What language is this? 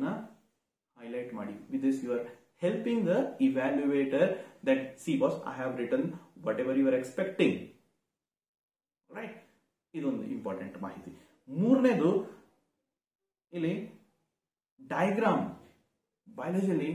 Kannada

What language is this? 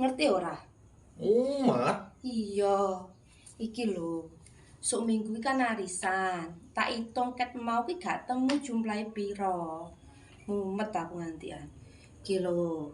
Javanese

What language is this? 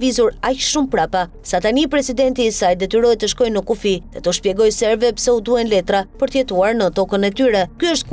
Albanian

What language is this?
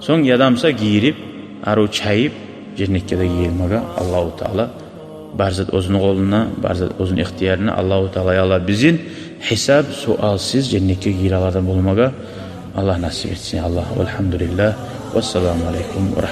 Kumyk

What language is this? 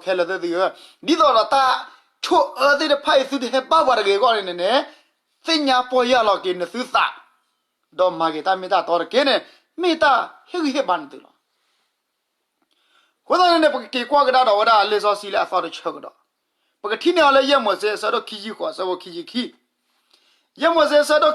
S'gaw Karen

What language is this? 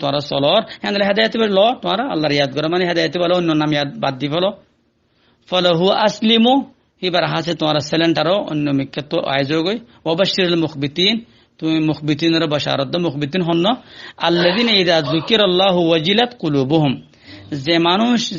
Rohingya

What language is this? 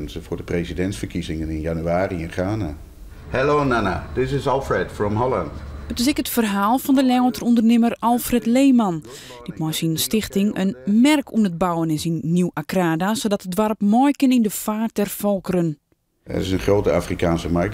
Western Frisian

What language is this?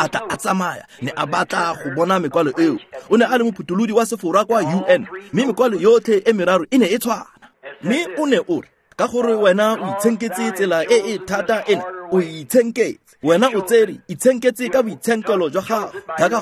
Tswana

